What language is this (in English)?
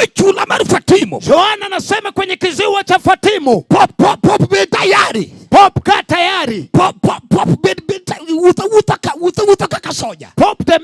Luo (Kenya and Tanzania)